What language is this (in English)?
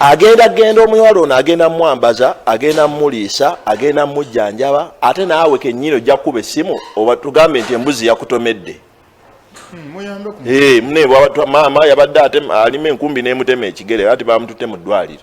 Ganda